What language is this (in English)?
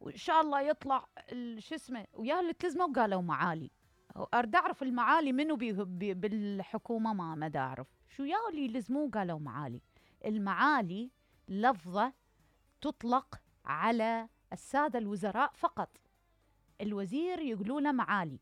Mesopotamian Arabic